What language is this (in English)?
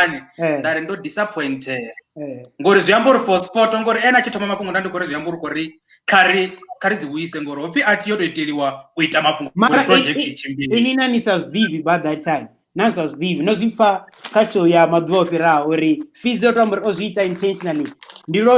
Venda